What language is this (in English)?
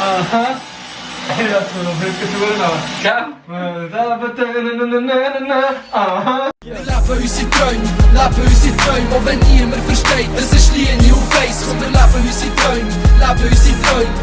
Swiss German